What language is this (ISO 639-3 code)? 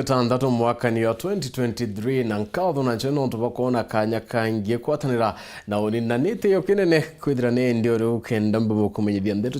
mer